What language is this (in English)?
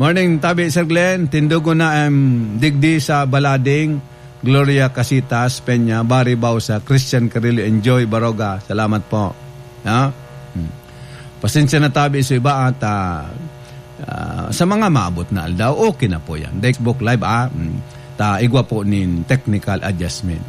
Bikol